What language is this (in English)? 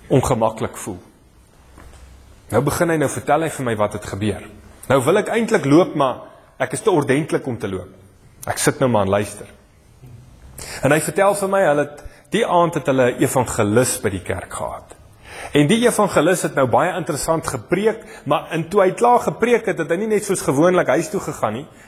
Afrikaans